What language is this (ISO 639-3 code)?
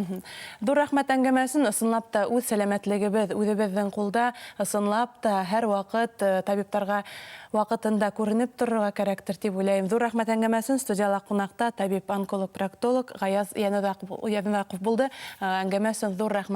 bak